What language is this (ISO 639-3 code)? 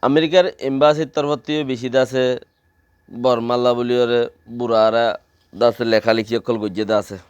rhg